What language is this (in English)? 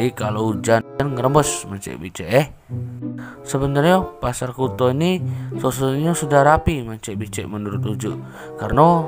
Musi